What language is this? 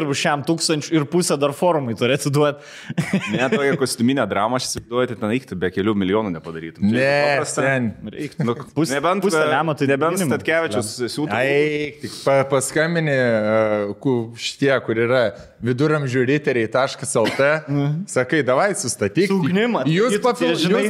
Lithuanian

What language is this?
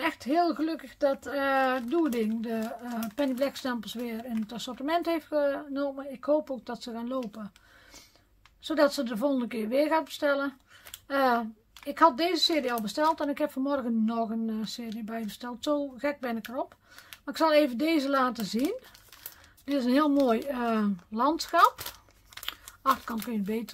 Dutch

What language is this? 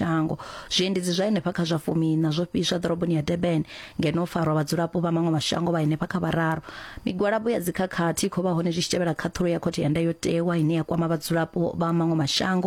Venda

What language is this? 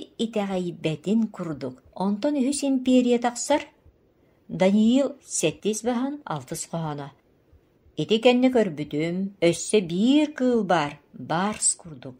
Yakut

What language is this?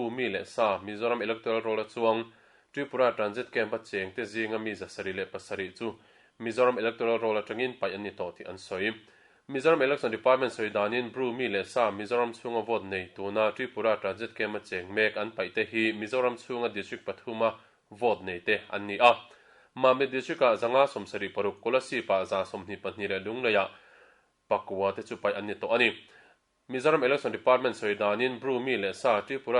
Mizo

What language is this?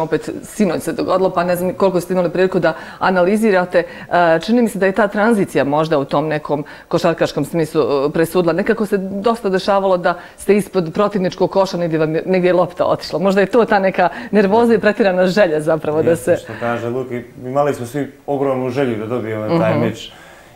Bosnian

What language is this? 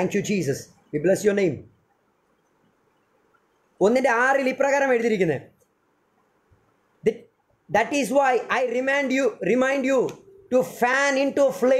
Malayalam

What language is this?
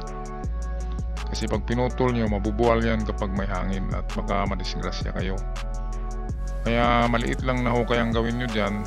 Filipino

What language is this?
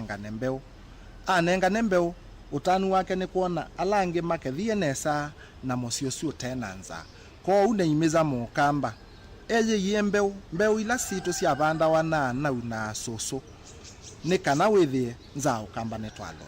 Kamba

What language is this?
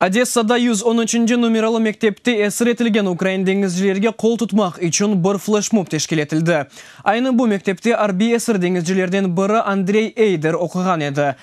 Crimean Tatar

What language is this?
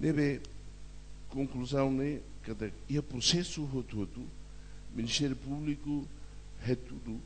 Tetum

